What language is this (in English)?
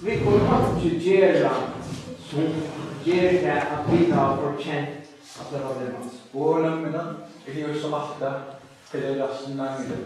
Faroese